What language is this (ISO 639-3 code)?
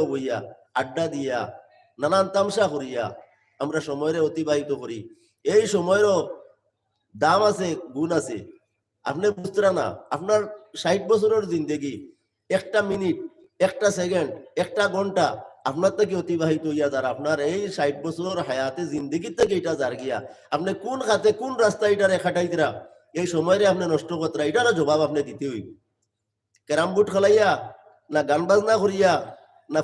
syl